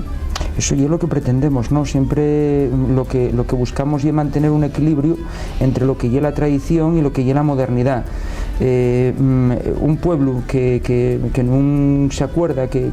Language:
Asturian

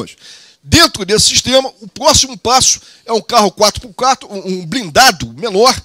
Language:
Portuguese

